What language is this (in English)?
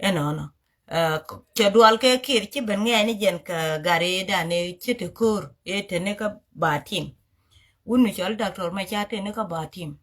Nuer